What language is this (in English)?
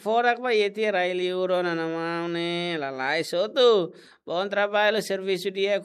Tetum